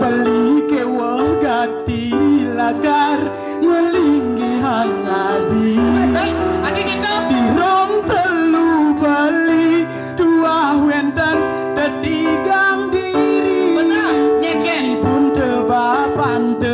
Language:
Balinese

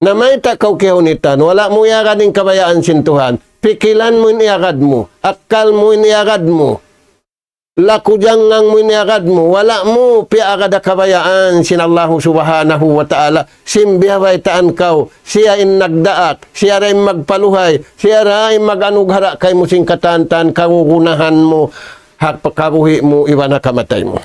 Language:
Tausug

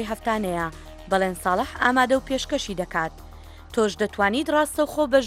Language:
Central Kurdish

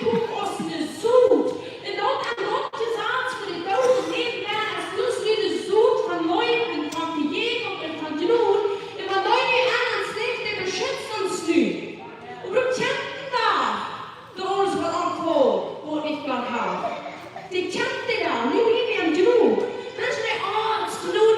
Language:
Plautdietsch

